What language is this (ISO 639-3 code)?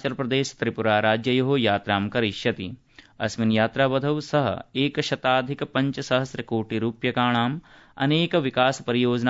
san